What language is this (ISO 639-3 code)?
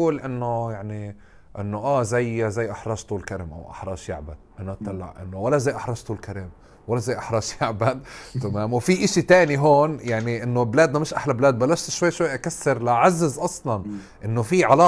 apc